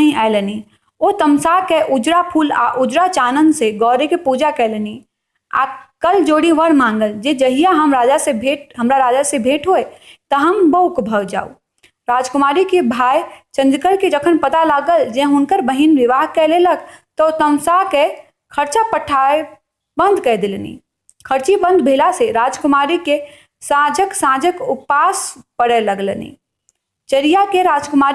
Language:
Maithili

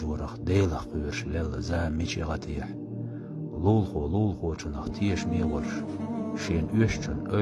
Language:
Chechen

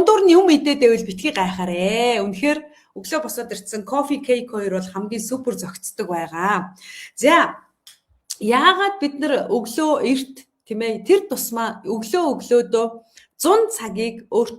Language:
Mongolian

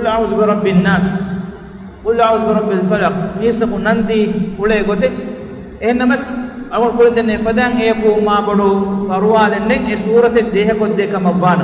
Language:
Divehi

